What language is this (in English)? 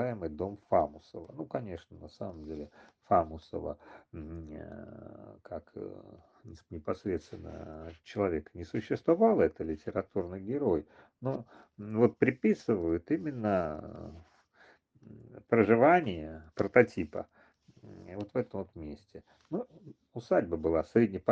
Russian